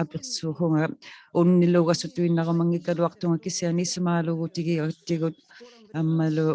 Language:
Inuktitut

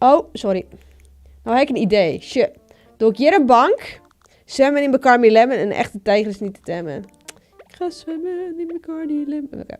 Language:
Western Frisian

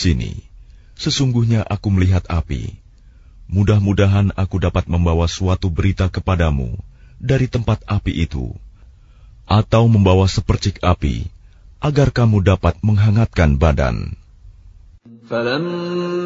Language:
Indonesian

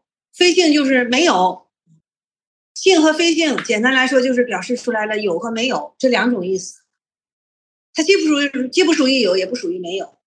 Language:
Chinese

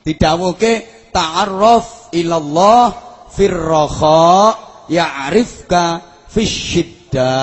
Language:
Javanese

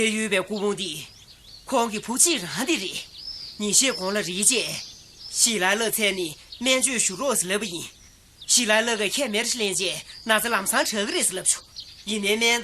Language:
Tibetan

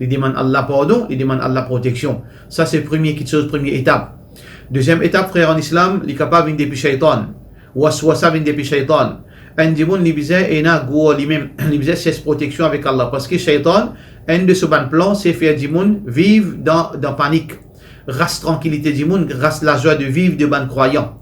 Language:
Morisyen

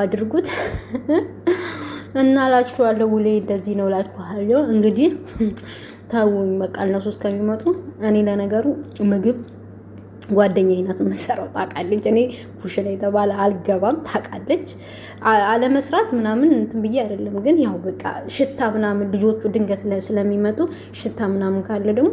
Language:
Amharic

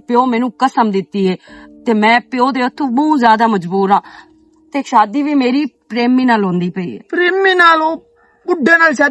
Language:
Western Panjabi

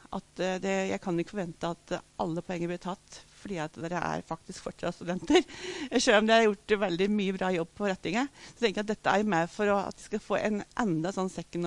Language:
Norwegian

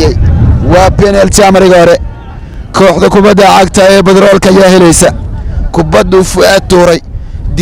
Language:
Somali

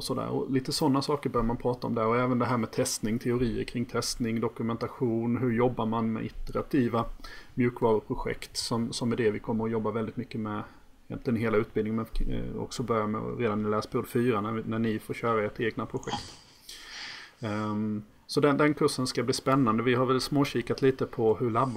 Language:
Swedish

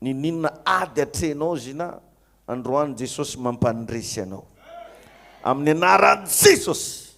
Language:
Malagasy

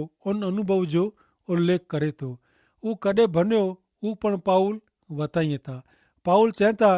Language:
Kachhi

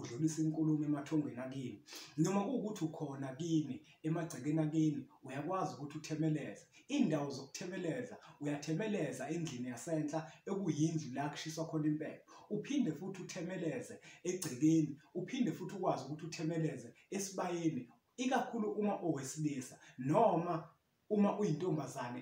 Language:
Zulu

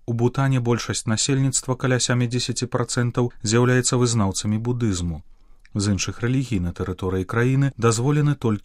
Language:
Belarusian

